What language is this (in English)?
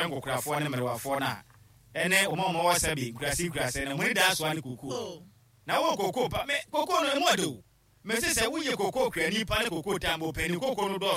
Akan